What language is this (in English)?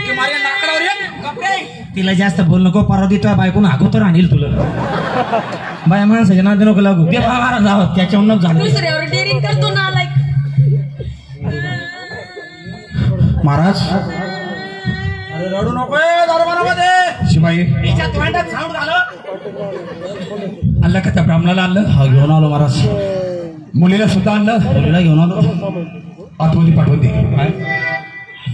Marathi